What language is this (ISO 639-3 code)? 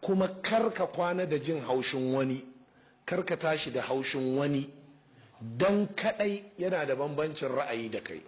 hau